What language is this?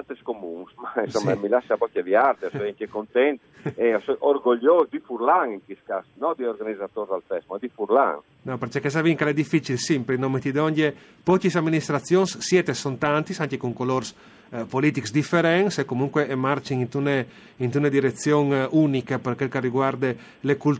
Friulian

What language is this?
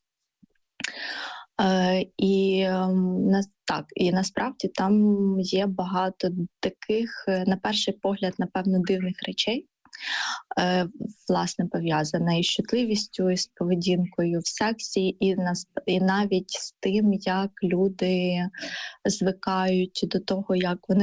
Ukrainian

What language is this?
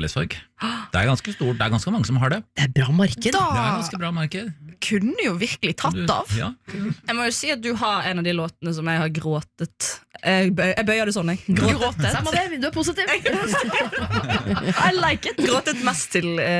Norwegian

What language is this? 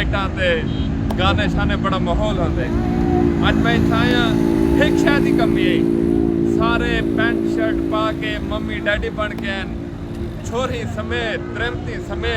Saraiki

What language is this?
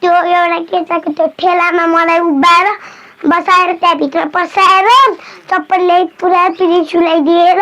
Nepali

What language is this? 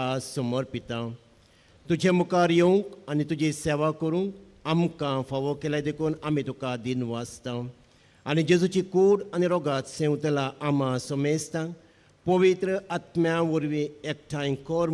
Konkani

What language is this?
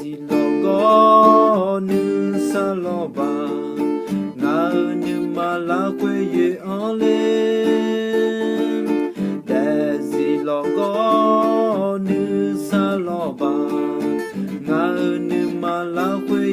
Akha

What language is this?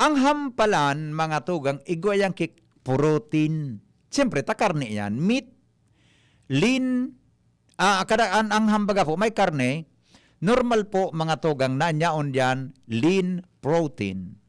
Bikol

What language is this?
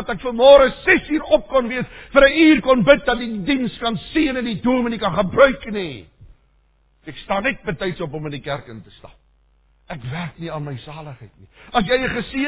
Afrikaans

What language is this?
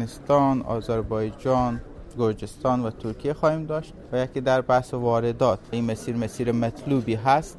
Persian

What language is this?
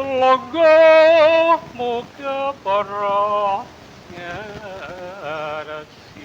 Javanese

